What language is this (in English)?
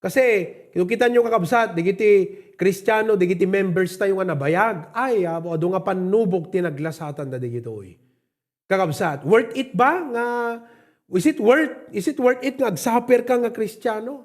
Iloko